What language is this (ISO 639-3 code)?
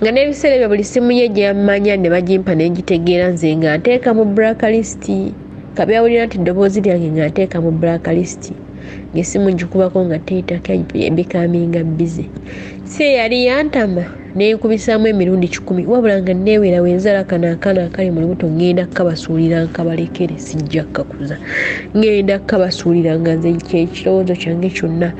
lug